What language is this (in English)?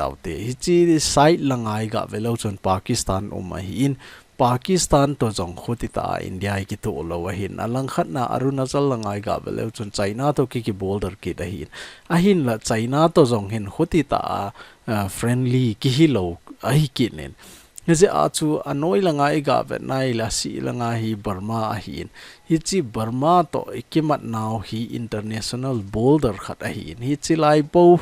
Thado Chin